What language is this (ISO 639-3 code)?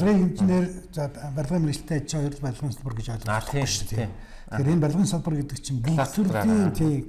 mon